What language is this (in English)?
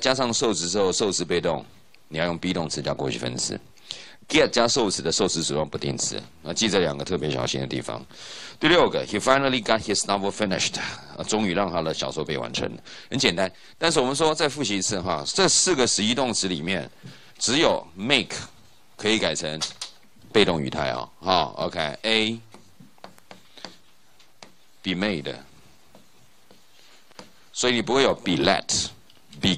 Chinese